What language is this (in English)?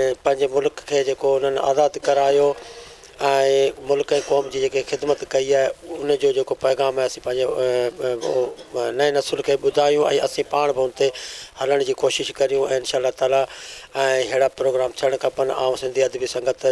Sindhi